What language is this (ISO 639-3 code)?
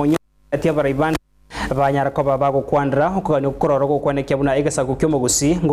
guz